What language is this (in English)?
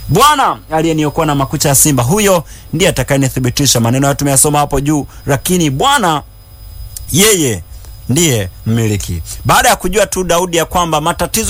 Swahili